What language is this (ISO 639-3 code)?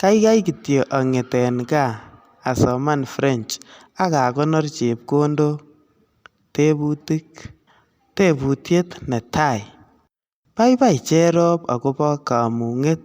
kln